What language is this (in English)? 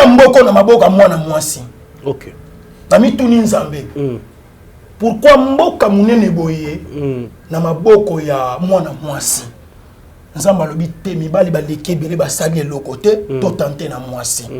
Lingala